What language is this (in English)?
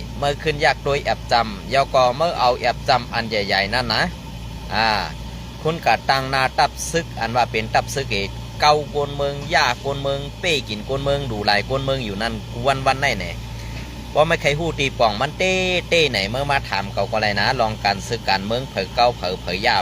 Shan